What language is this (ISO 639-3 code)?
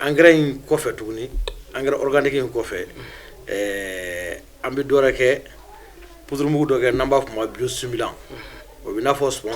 bam